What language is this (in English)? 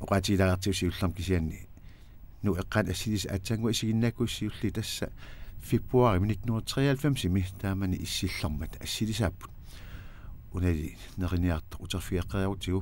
Kalaallisut